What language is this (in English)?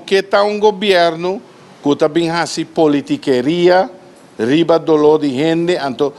Papiamento